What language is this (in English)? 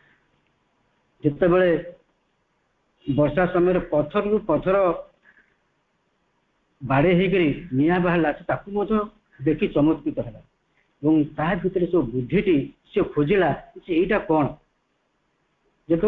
Odia